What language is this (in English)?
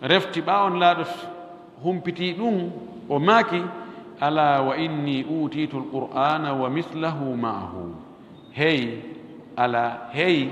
Pular